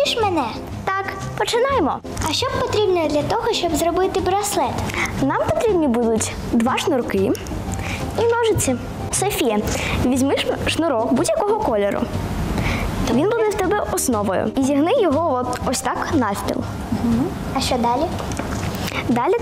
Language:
Ukrainian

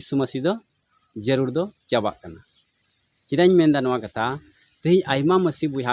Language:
Santali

